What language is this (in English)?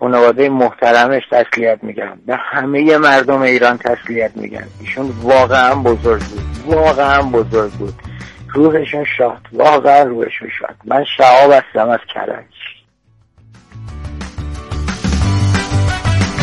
Persian